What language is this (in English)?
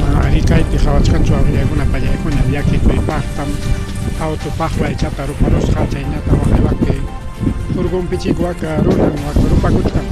Ayacucho Quechua